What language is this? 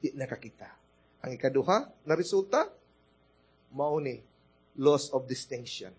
Cebuano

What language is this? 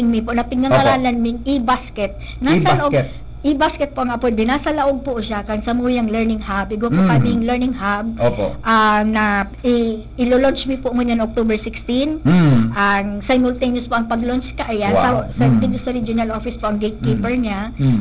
Bikol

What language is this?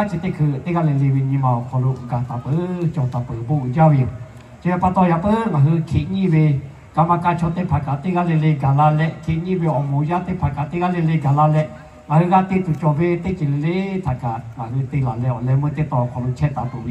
Lahu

